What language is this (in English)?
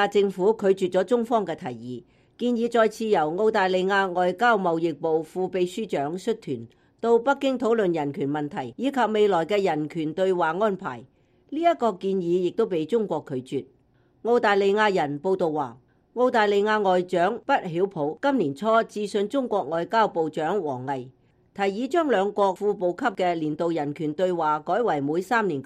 Cantonese